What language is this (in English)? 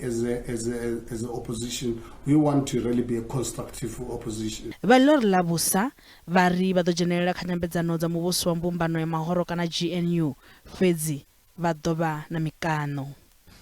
Venda